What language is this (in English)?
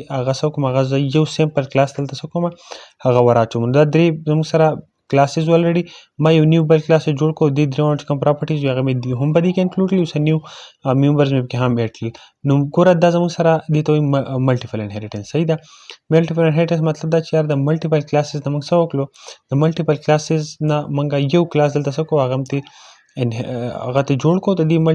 Pashto